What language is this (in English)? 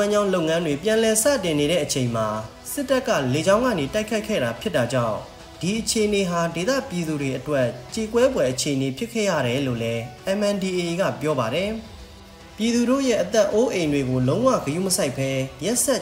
Burmese